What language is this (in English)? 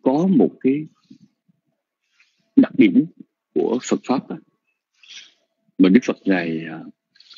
Vietnamese